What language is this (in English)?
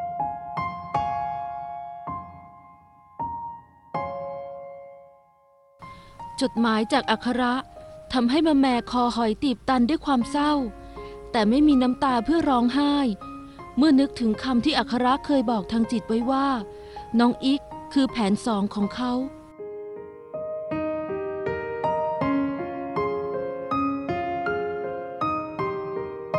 Thai